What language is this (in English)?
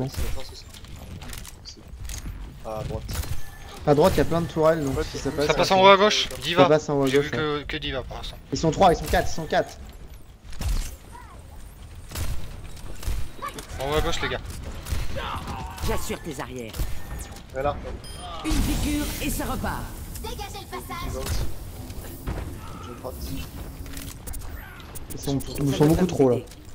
French